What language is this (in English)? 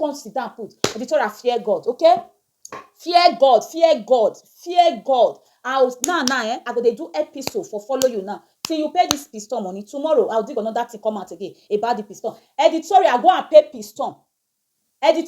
Nigerian Pidgin